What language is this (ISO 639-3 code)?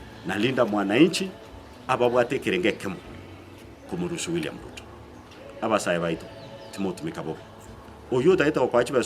guz